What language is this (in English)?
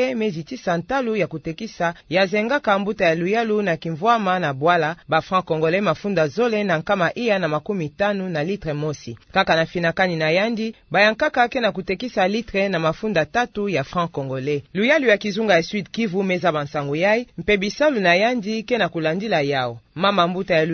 Kituba (Democratic Republic of Congo)